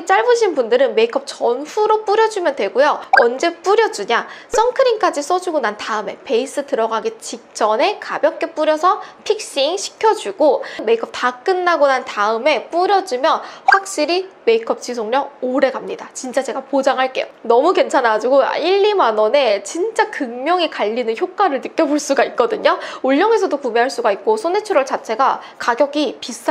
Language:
Korean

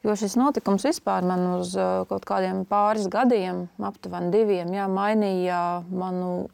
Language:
Latvian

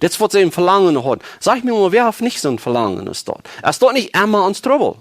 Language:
Plautdietsch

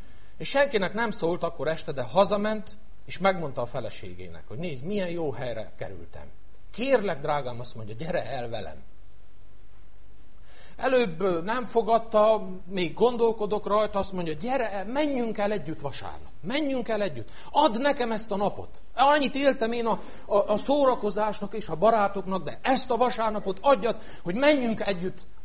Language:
Hungarian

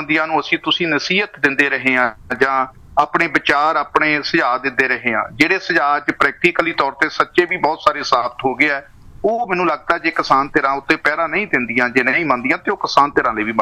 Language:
Punjabi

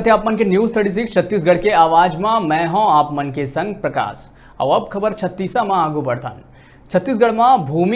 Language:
Chhattisgarhi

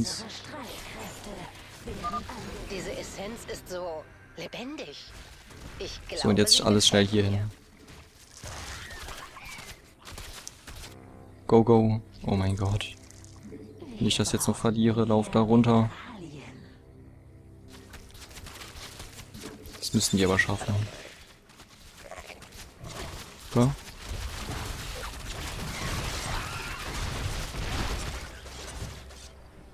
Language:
German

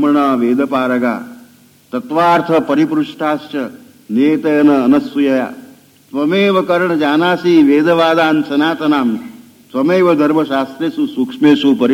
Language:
Gujarati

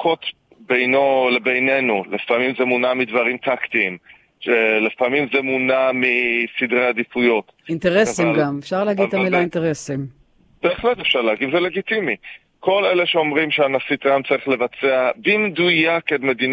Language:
Hebrew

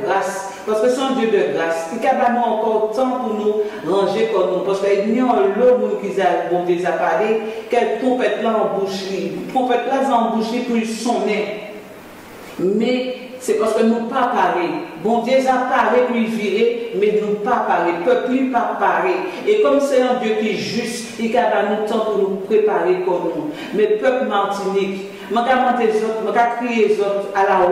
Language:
Guadeloupean Creole French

